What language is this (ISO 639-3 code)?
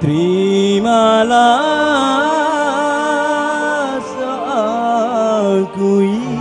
bew